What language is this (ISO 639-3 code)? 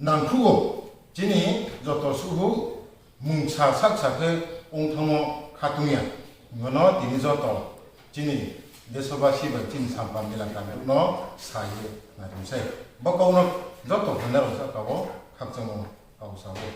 ria